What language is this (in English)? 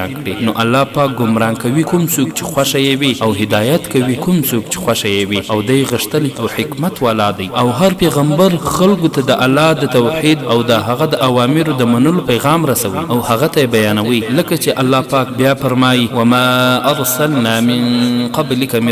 Pashto